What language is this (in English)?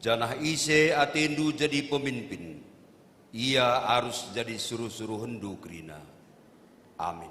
Batak Karo